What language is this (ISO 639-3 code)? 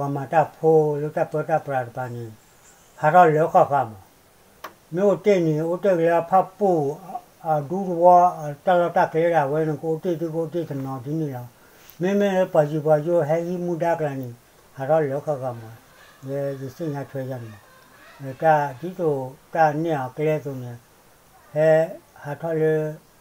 ksw